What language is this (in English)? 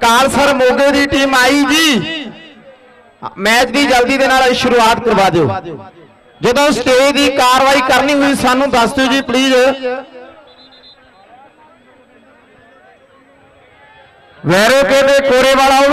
Punjabi